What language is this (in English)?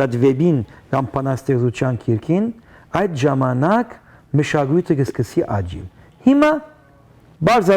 Western Armenian